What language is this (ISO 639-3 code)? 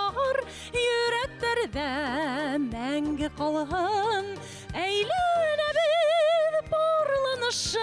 bak